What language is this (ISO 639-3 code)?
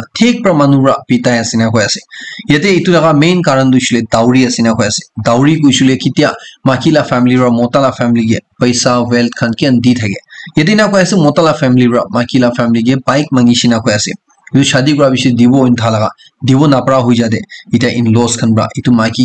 nag